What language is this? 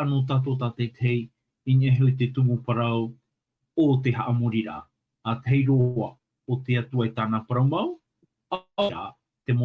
Tahitian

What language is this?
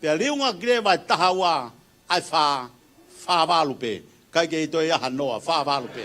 Tongan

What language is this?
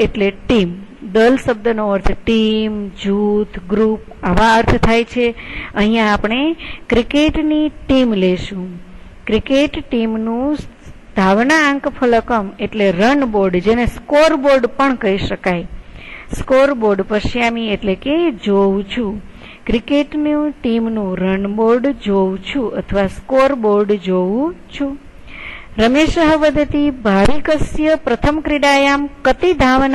Gujarati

